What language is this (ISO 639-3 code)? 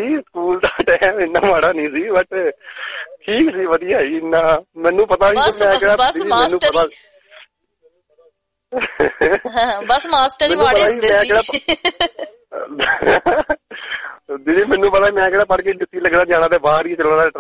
pan